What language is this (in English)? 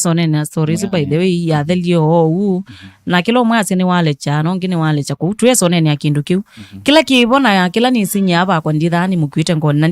Kamba